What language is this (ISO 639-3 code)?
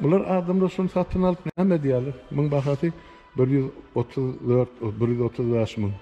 tuk